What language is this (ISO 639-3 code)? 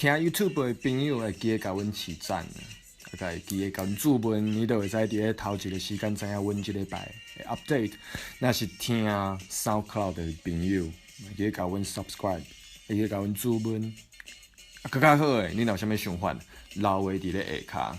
nan